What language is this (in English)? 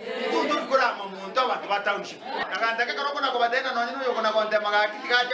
Gusii